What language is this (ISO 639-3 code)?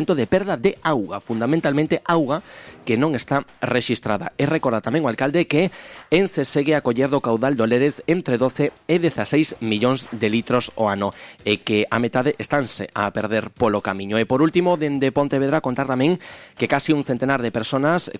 glg